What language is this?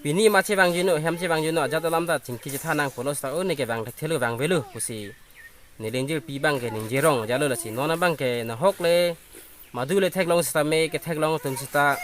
Karbi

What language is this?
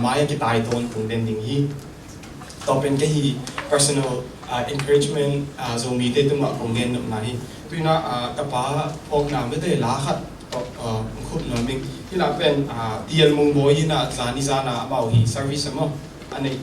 Tedim Chin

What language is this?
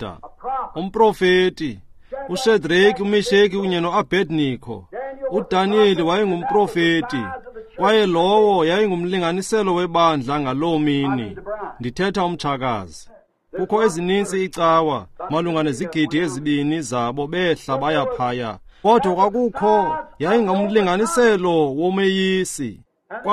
Xhosa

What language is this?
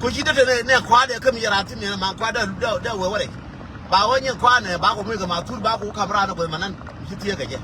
Nuer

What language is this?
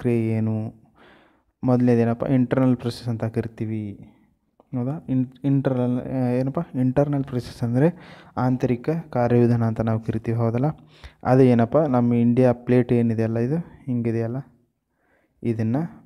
Kannada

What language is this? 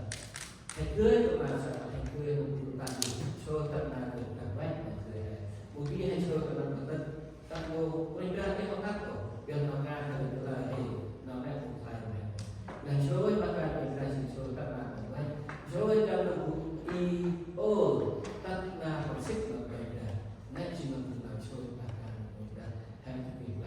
Central Mnong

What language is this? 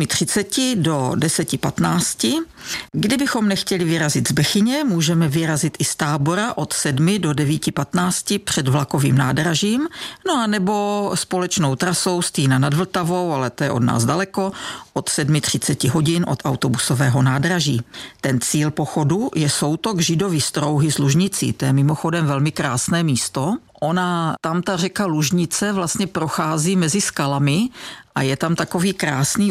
Czech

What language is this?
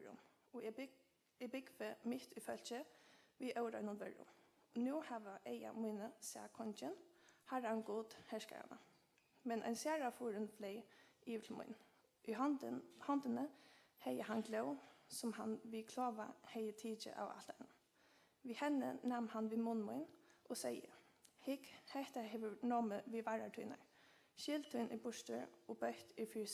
Faroese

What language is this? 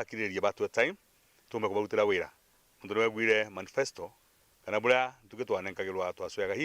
Meru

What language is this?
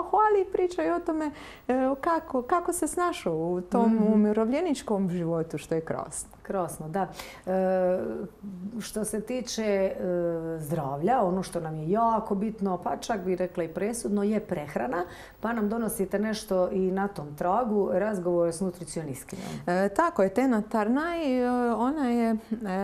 Croatian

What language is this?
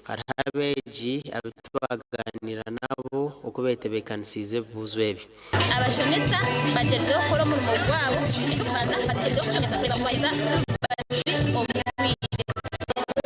Nyankole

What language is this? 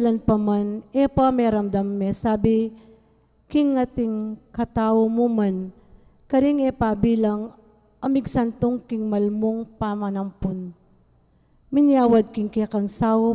Pampanga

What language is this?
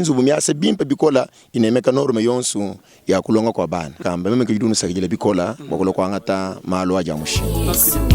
Luba-Lulua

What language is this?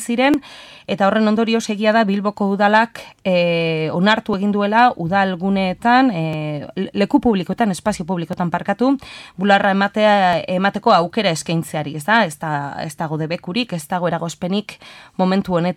Basque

